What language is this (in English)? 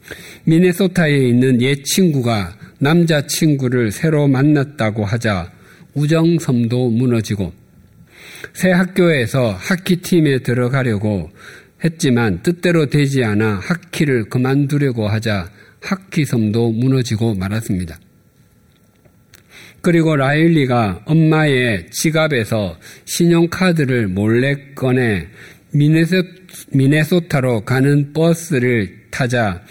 Korean